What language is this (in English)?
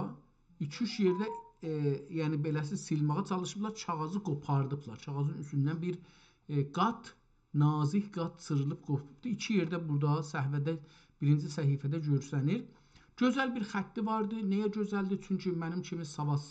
South Azerbaijani